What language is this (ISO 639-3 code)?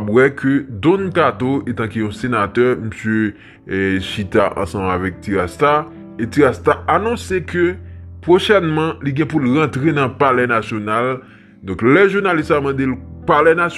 hat